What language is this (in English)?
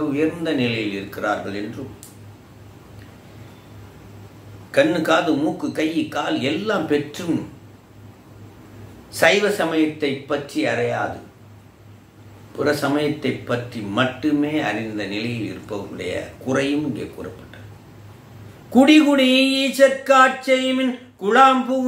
Tamil